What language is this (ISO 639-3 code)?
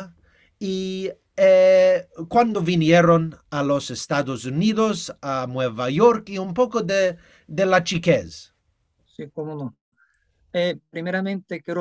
lad